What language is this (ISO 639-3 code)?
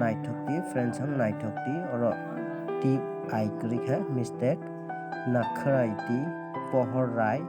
trp